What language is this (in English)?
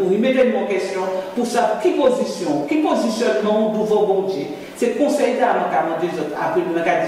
Guadeloupean Creole French